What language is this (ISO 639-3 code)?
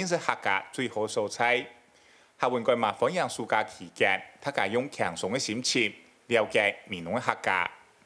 hak